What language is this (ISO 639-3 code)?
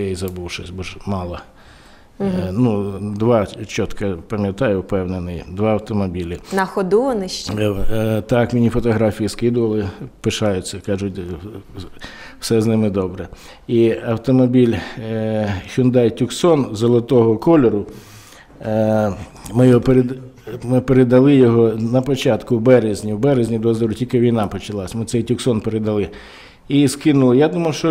ukr